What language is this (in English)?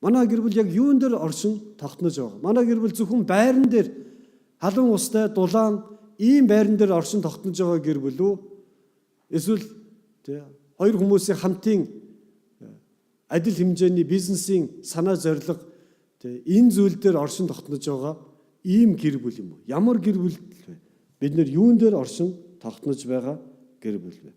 Mongolian